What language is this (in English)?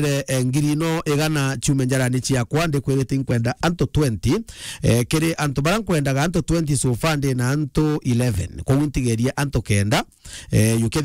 Meru